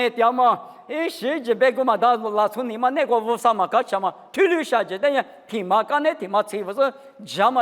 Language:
Lisu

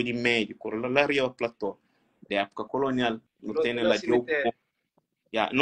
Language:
Kabuverdianu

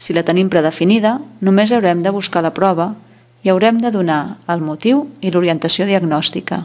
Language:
Catalan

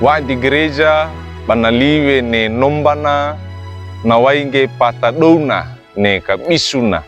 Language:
Wejewa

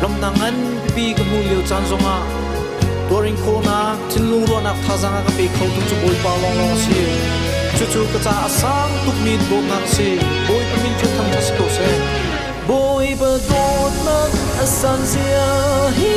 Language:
Hakha Chin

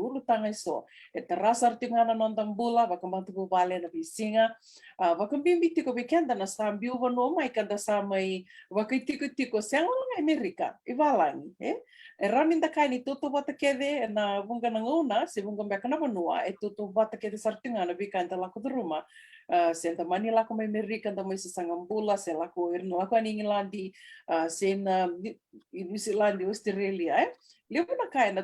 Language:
Fijian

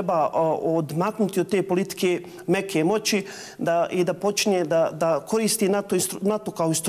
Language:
Bosnian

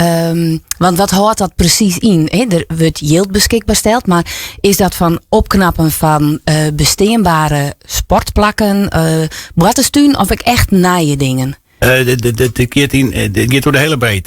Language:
Western Frisian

